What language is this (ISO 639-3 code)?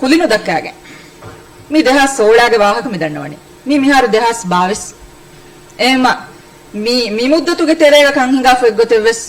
div